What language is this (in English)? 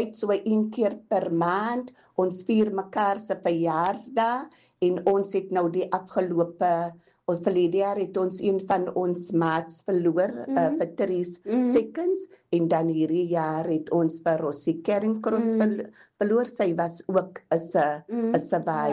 Afrikaans